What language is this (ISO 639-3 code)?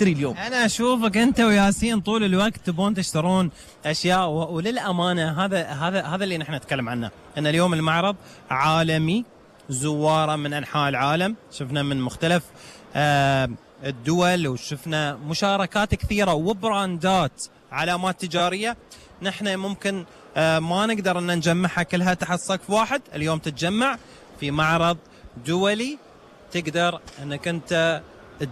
afb